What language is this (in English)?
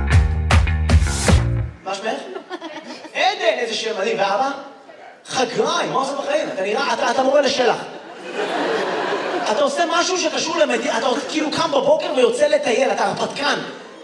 Hebrew